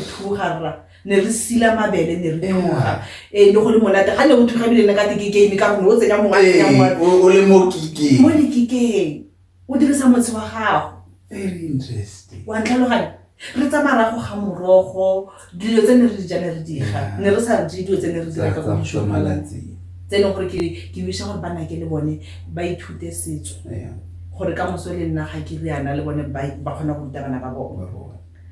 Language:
Tswana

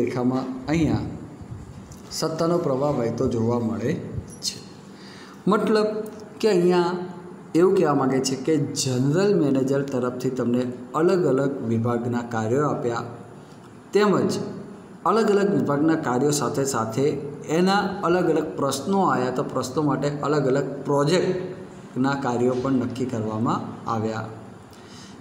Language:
Gujarati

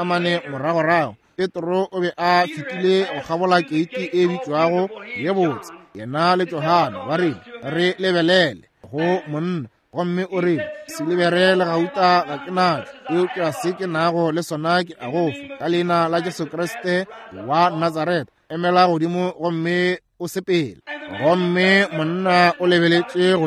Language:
Northern Sotho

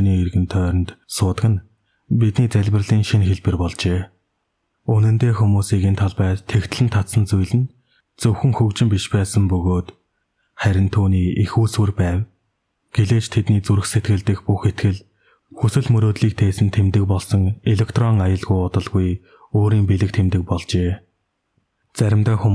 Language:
Mongolian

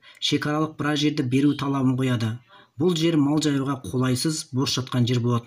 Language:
Kazakh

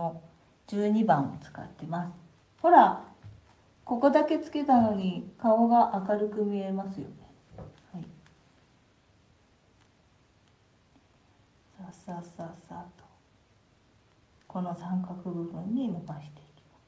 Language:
Japanese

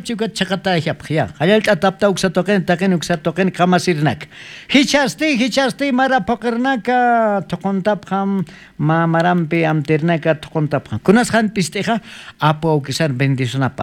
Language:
South Bolivian Quechua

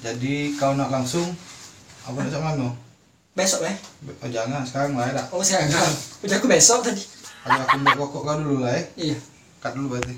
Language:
Musi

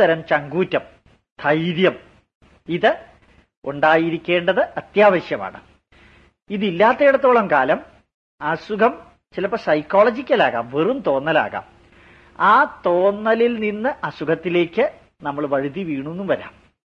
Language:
Malayalam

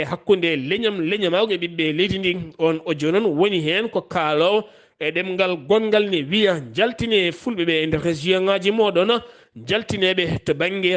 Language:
Fula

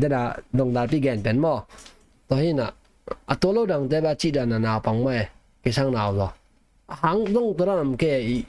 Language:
Tedim Chin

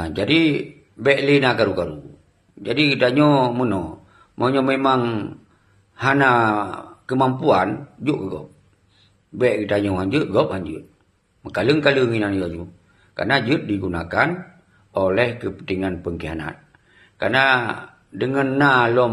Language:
Achinese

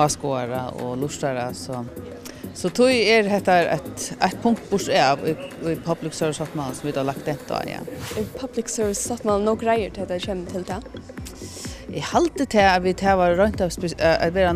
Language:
Faroese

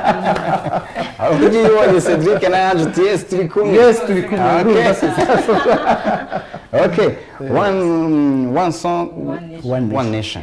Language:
Kinyarwanda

